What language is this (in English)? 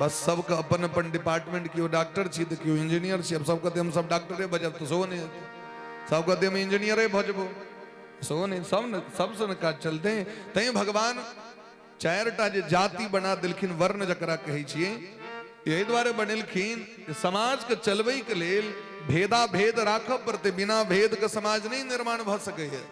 Maithili